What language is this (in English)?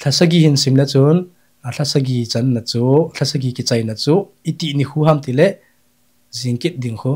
Thado Chin